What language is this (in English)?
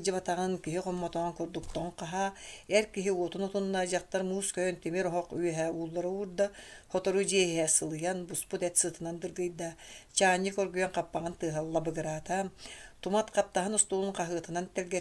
Yakut